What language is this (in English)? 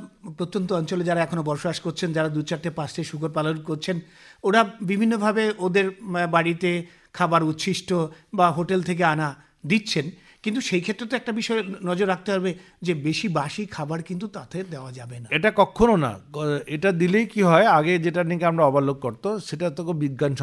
Bangla